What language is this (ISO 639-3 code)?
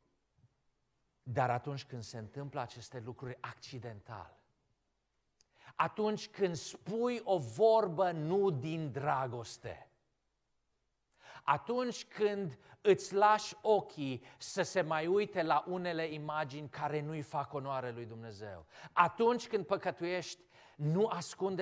ron